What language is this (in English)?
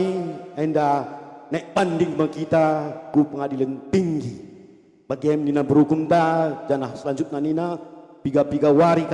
Batak Karo